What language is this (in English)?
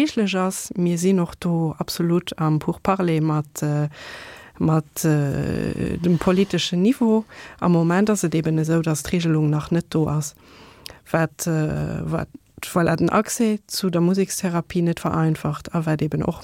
Luxembourgish